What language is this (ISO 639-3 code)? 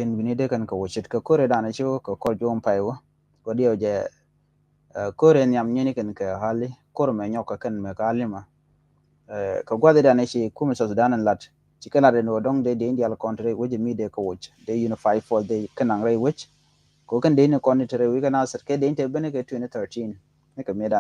nus